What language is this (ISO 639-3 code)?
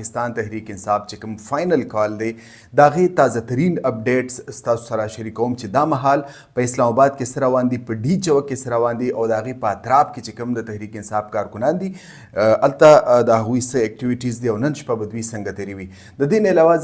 pus